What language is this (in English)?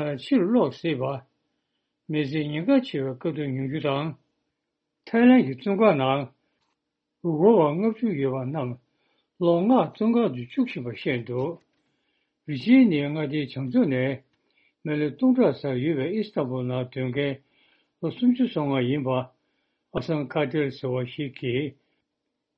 Tibetan